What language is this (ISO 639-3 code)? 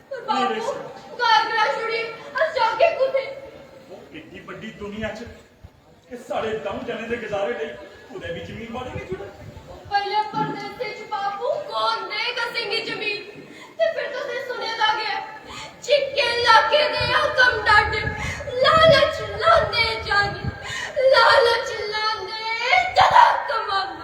doi